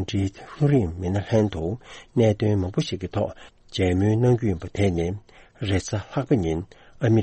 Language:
Tibetan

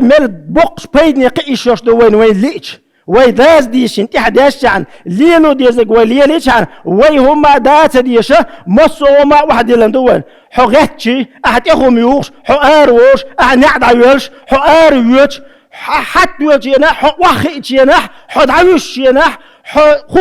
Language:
Chechen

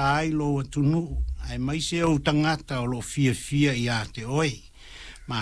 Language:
Samoan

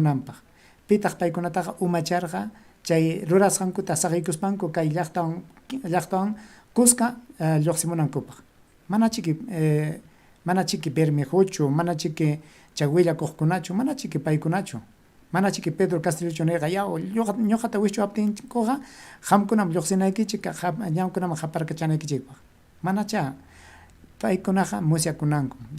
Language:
Ayacucho Quechua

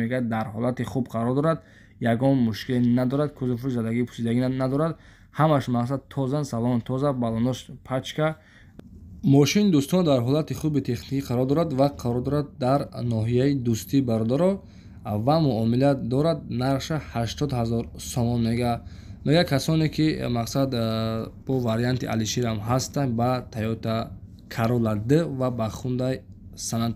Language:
Tajik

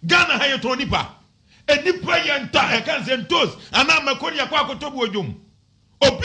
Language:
Akan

